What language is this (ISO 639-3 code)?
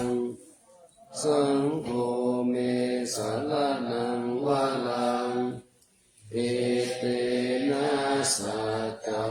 pli